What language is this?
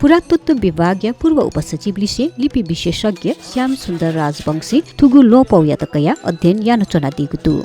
Newari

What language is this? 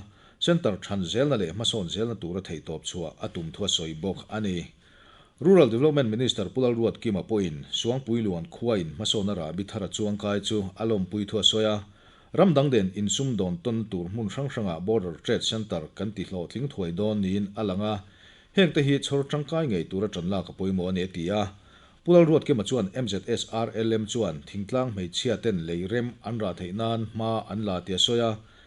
Mizo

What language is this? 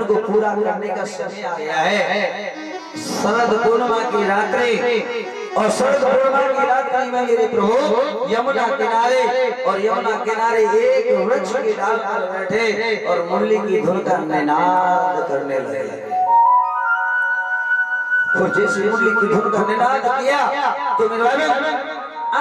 Hindi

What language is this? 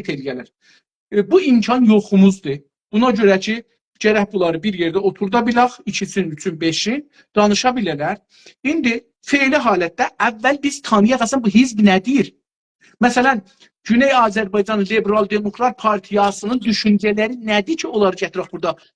South Azerbaijani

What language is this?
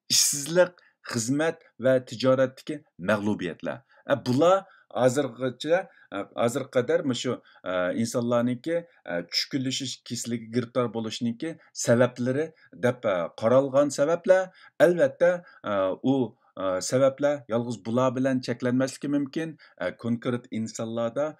Uyghur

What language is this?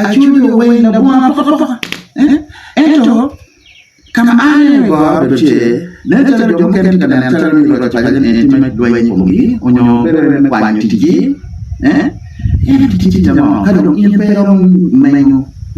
Acoli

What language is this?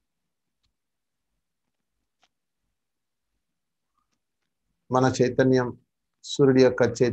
Telugu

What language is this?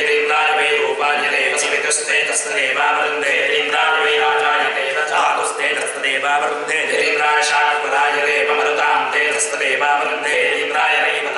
Sanskrit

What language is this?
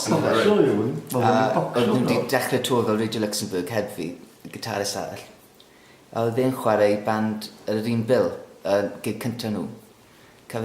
Welsh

